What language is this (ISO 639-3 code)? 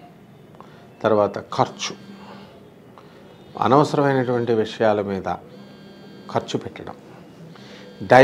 tel